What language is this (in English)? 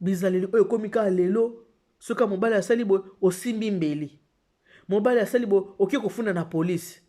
Lingala